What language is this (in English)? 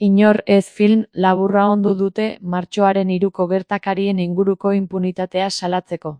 Basque